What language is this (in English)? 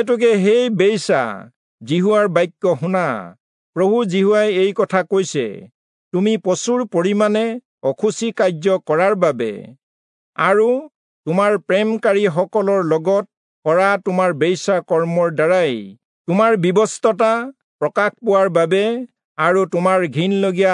Assamese